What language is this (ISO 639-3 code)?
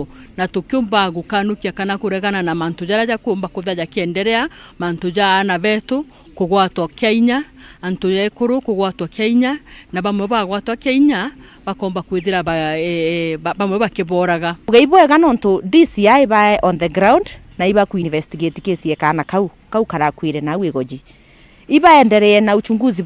mer